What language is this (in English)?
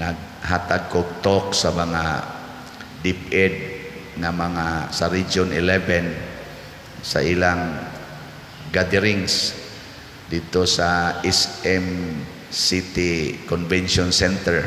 Cebuano